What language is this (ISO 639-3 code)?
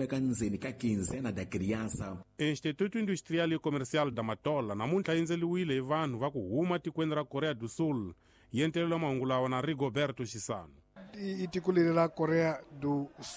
tso